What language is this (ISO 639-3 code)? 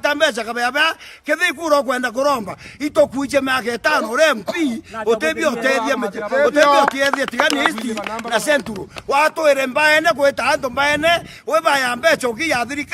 mer